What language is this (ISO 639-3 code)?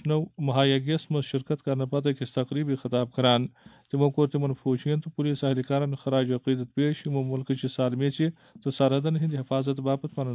kas